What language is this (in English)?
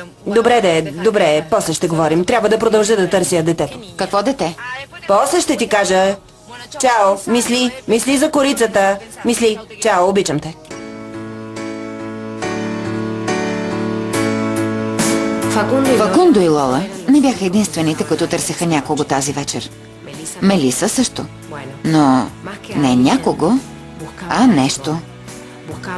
Bulgarian